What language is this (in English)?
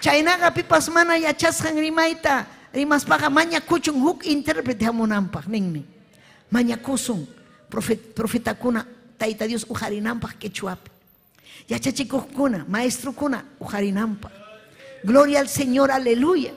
Ayacucho Quechua